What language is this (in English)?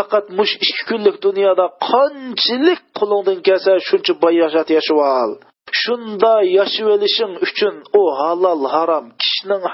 Uyghur